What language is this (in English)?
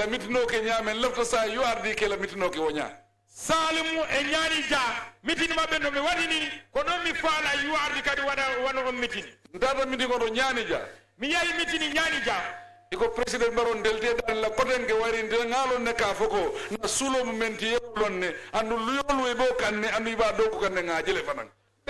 Fula